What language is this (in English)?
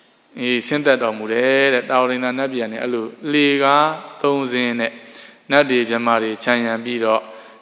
Burmese